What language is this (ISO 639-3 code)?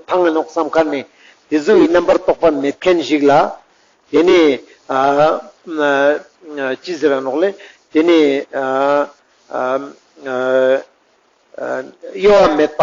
lbj